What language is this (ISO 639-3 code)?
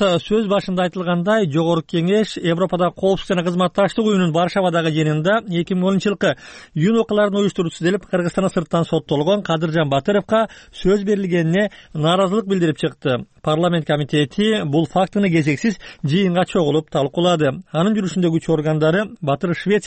kir